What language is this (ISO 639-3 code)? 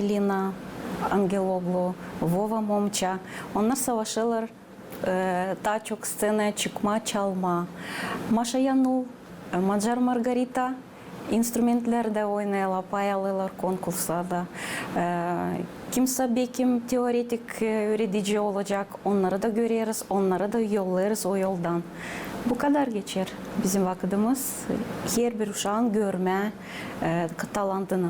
gag